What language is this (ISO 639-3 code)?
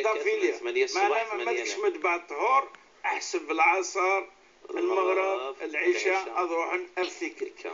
ary